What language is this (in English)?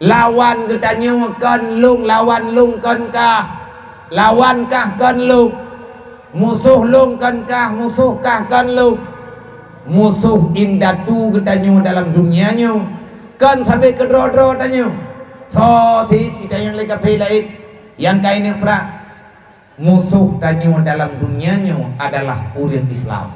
Achinese